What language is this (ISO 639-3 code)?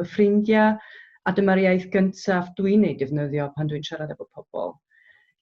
cym